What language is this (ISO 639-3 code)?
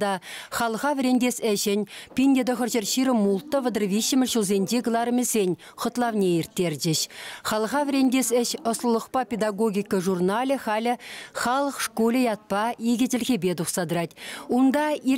chv